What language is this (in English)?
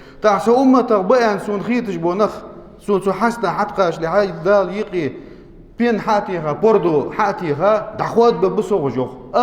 Ingush